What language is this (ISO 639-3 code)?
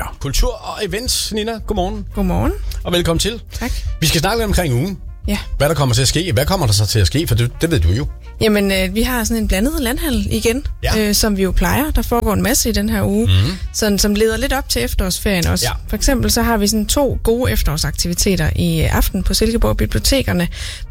dan